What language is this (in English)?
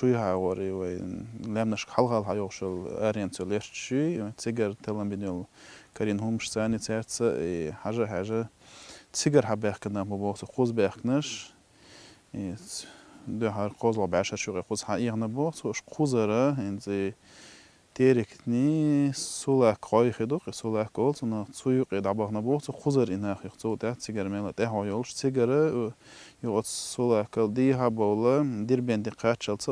Chechen